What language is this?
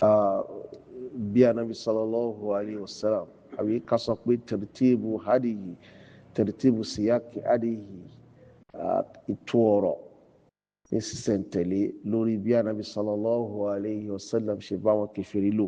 Yoruba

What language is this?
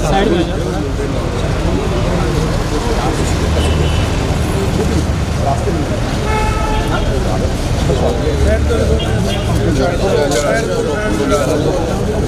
Hindi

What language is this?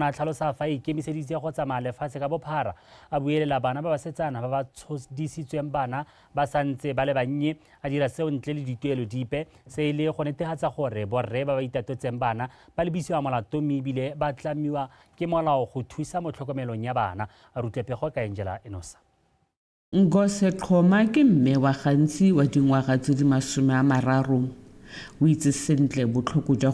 Tswana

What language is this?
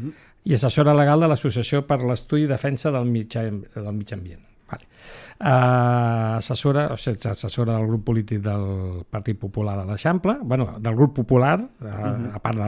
Catalan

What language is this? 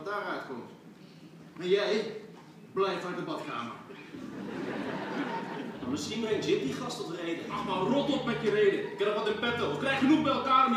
Dutch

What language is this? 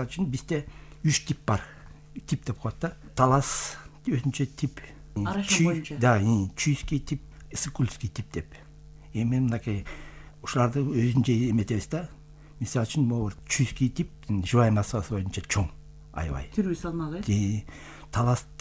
Kyrgyz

